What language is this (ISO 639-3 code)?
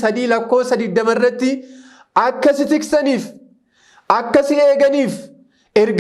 orm